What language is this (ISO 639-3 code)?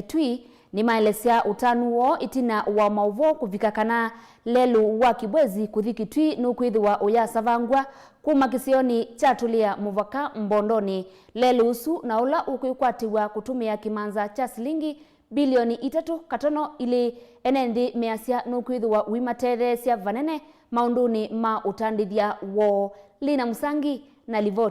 kam